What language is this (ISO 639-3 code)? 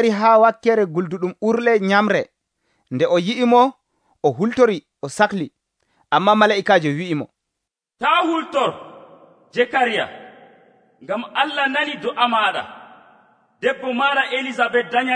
fuv